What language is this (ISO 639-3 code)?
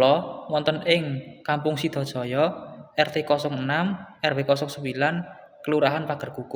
jav